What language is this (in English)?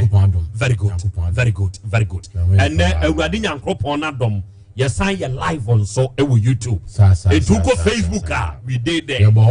Akan